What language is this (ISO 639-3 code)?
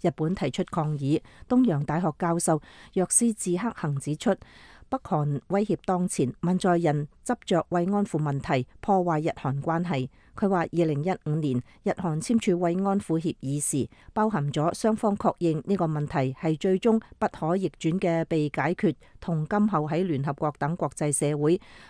yue